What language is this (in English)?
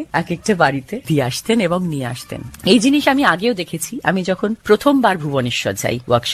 Bangla